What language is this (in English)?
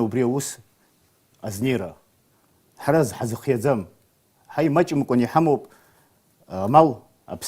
Abkhazian